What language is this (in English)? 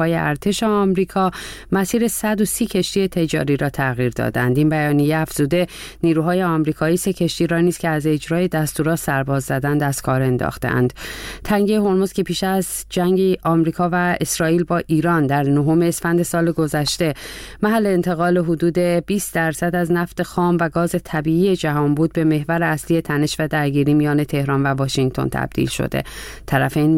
Persian